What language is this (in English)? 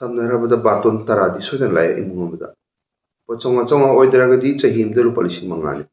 Manipuri